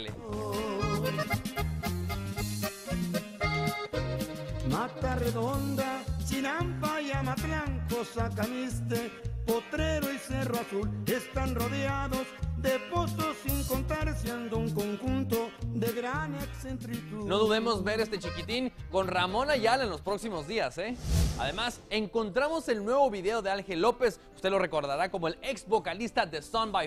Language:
Spanish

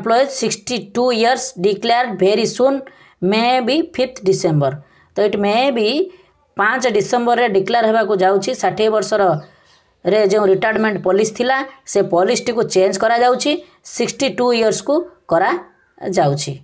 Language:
Odia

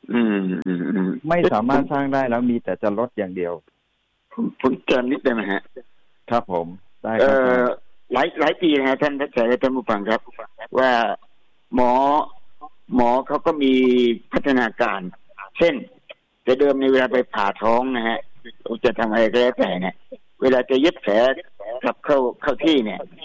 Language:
Thai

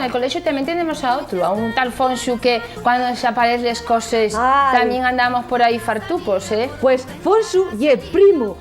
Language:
Asturian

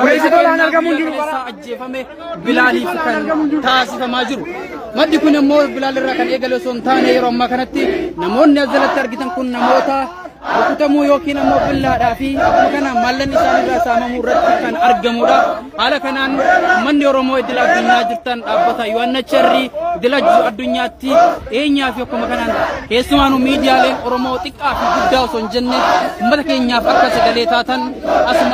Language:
Oromo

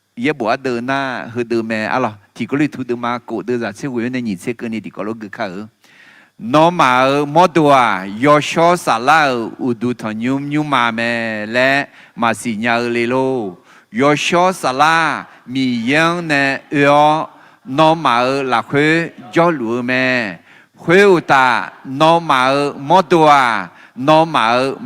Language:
Akha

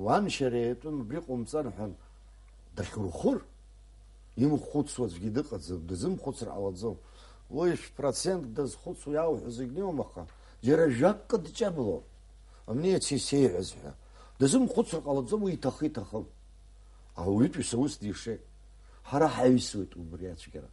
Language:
Abkhazian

